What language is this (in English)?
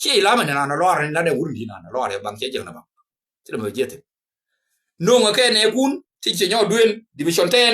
Nuer